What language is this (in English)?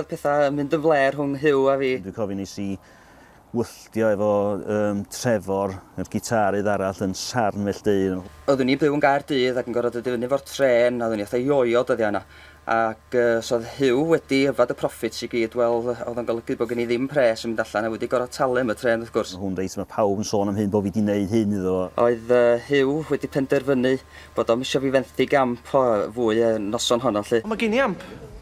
Welsh